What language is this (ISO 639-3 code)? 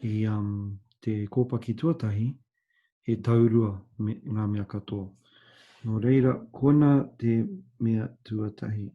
mri